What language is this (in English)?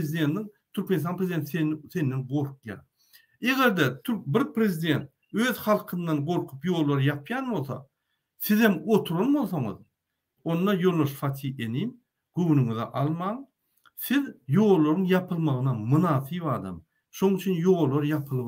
Turkmen